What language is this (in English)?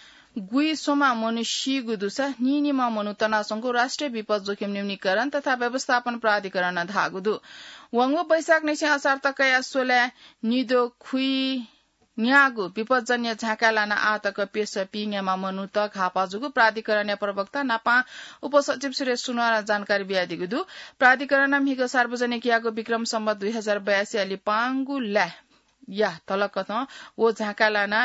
Newari